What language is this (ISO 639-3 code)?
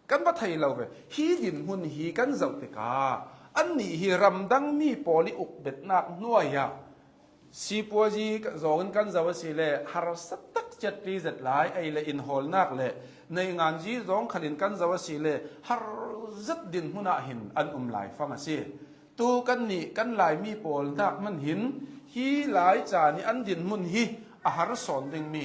cnh